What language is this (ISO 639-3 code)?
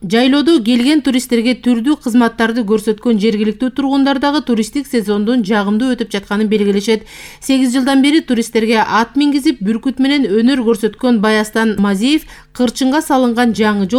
kir